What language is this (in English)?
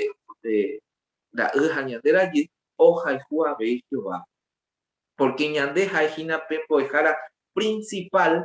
Guarani